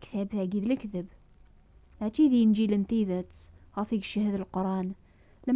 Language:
Kabyle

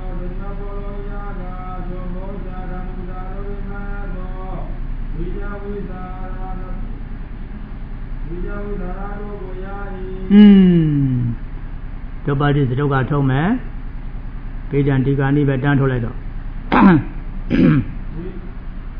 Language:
Burmese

